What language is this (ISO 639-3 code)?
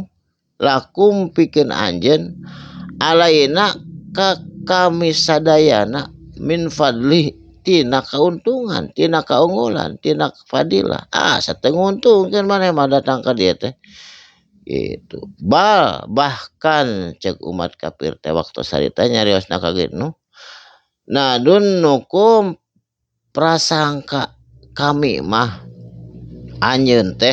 sun